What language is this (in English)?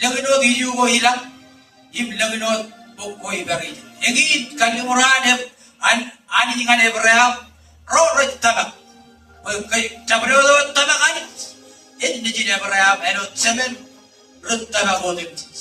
Marshallese